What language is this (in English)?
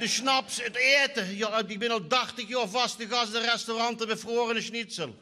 Limburgish